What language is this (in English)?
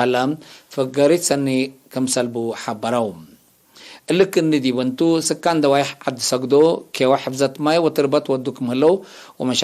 Tigre